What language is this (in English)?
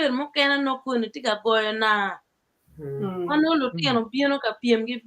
Acoli